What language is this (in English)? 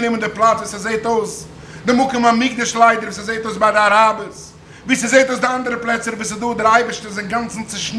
Yiddish